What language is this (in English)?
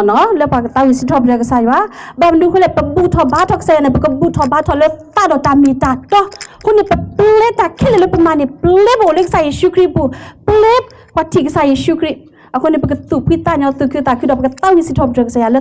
S'gaw Karen